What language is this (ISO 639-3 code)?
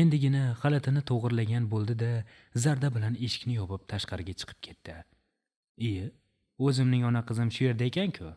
uzb